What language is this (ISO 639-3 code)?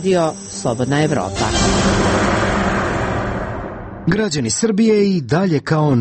srp